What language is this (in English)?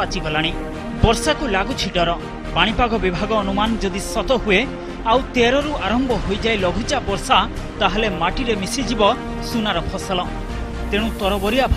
Odia